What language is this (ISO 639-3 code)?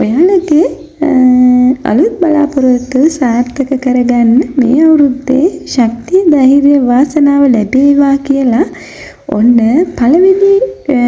sin